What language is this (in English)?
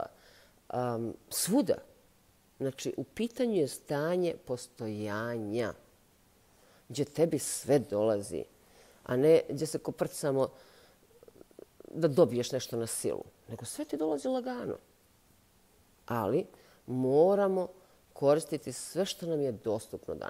Bosnian